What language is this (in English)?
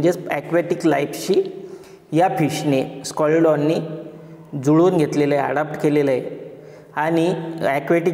Marathi